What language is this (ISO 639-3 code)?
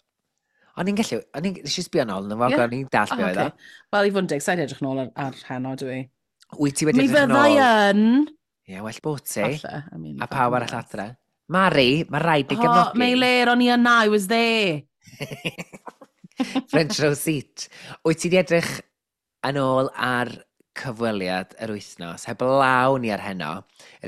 cym